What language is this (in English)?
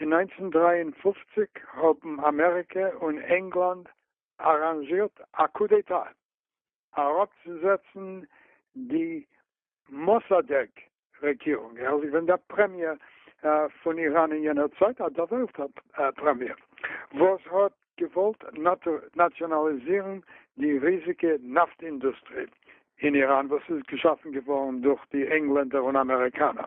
Yiddish